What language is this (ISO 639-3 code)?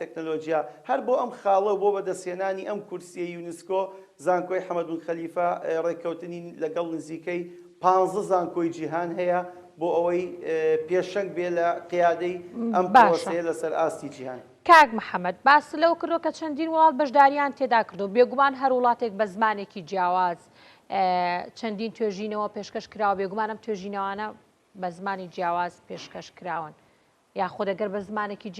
ckb